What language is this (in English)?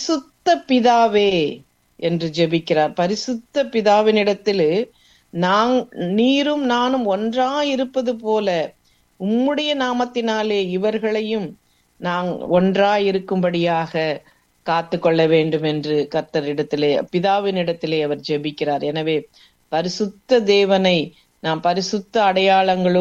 Tamil